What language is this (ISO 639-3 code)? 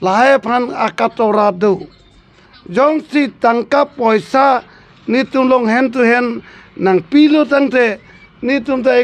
mjw